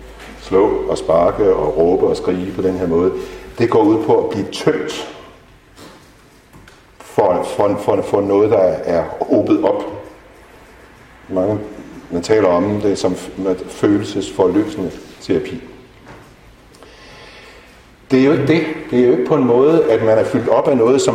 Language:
Danish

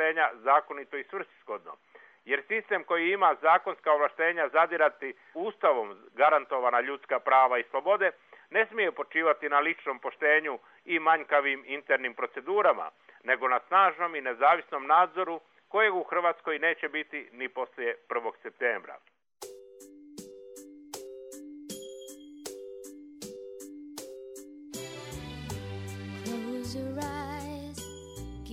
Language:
Bosnian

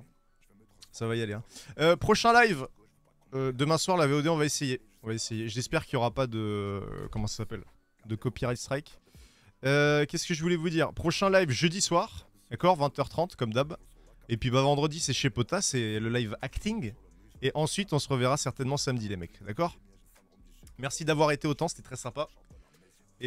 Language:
French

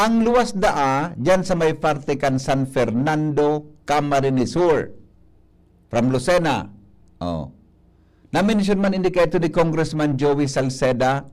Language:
Bikol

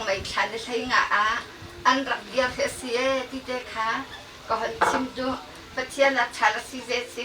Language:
Hakha Chin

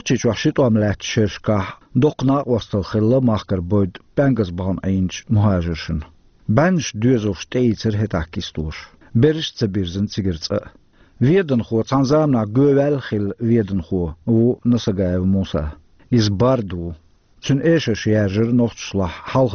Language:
Chechen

